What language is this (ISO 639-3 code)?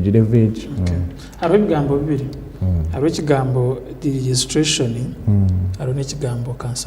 nyn